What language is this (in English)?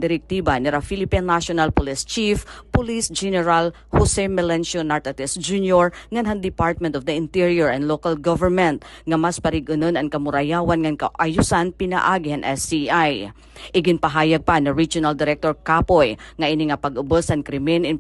Waray